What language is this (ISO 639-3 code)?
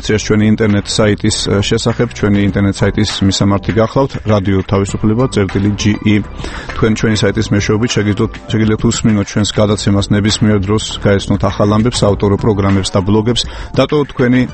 kat